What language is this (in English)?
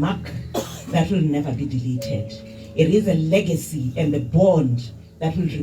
Tswana